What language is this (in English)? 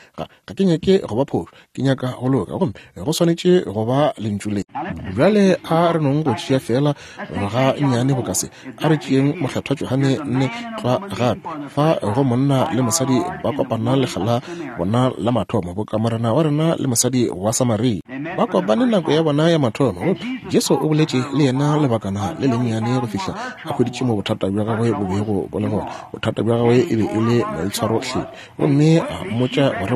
Northern Sotho